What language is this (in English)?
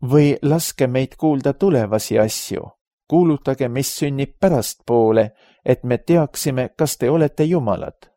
Estonian